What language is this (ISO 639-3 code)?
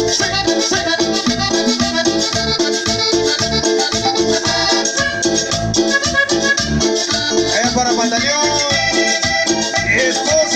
spa